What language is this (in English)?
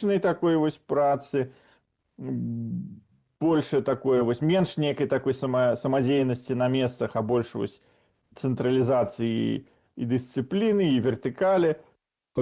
Belarusian